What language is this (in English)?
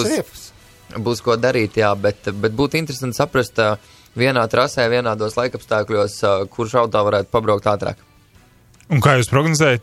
Latvian